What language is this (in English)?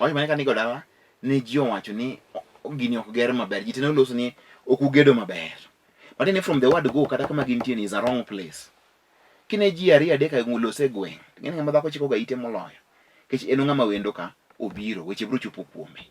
Luo (Kenya and Tanzania)